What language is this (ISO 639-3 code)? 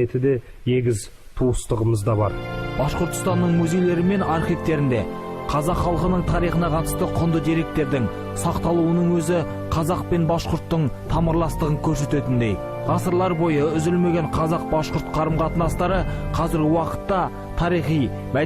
bak